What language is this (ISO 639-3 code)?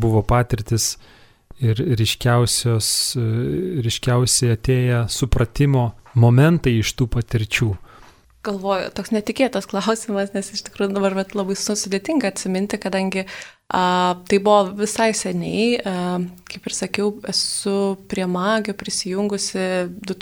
lit